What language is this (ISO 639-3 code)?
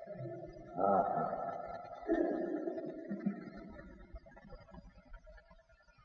guj